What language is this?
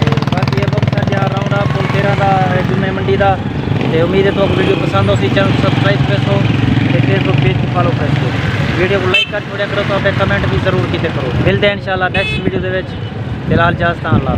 Saraiki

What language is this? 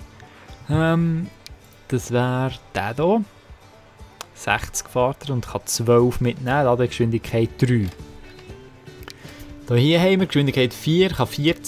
German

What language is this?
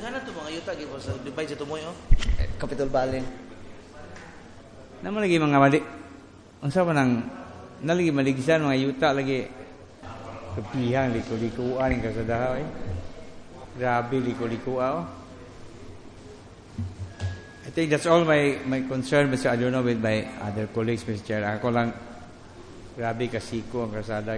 Cebuano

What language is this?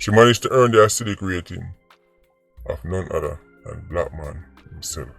Jamaican Creole English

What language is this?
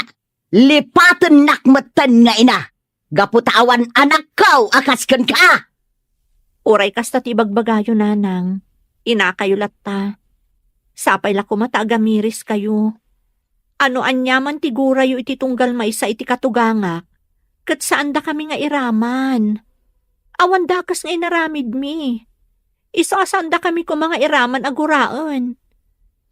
Iloko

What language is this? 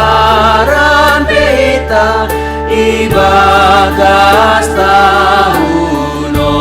Batak Simalungun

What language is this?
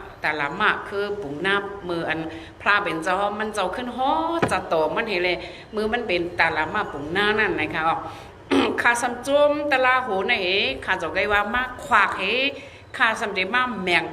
Shan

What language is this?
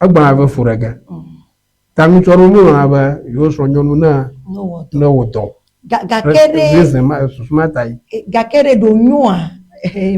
Ewe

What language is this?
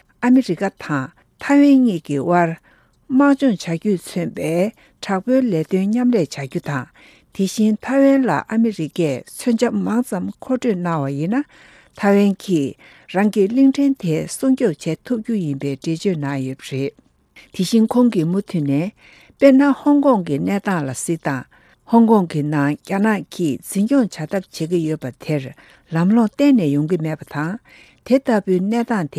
Tibetan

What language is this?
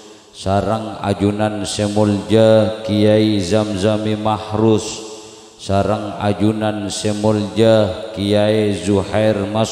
Madurese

